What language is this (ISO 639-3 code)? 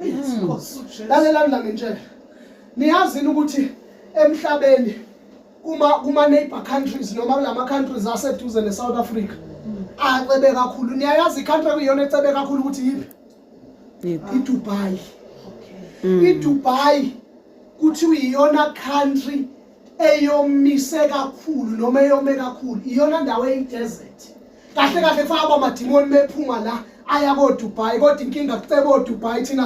zul